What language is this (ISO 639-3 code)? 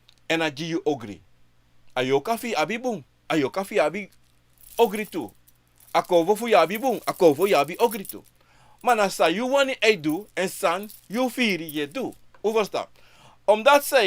srn